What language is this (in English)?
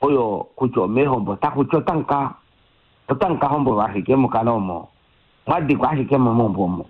Kuanyama